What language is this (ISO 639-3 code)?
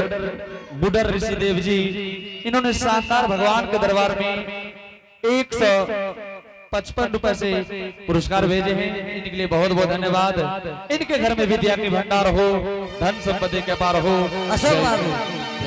anp